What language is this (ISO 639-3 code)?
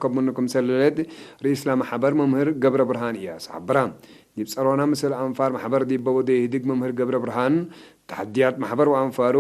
tig